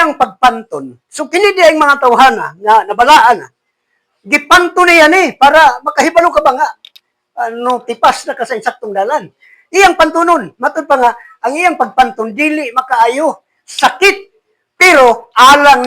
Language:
Cebuano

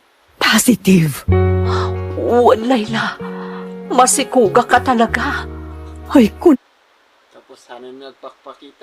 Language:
Iloko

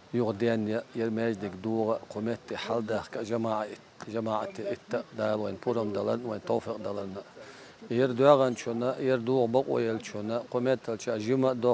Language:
Chechen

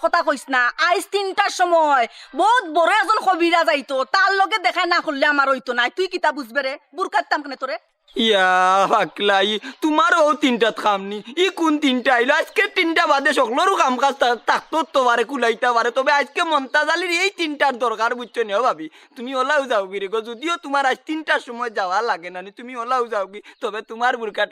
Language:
Sylheti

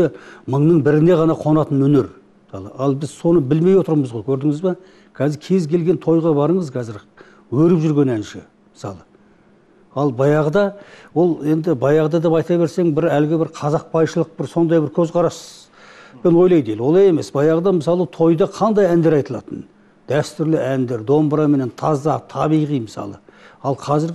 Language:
Kazakh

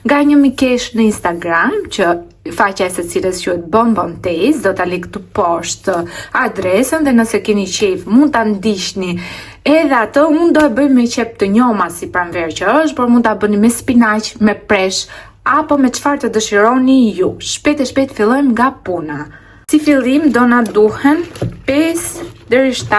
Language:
Albanian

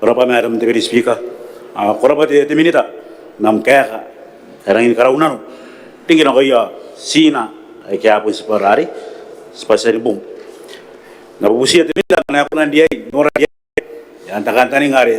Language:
Gilbertese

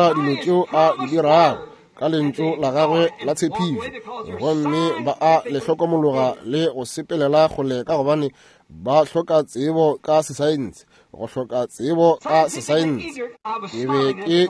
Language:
Northern Sotho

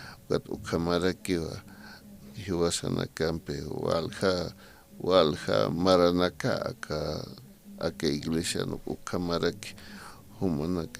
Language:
Aymara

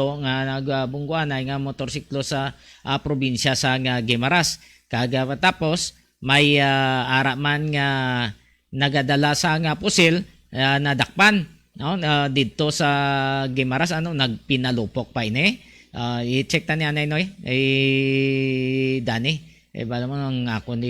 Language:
Hiligaynon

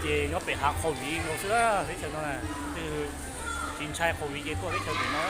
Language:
Hmong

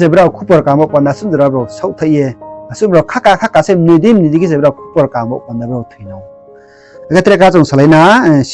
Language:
Riang (India)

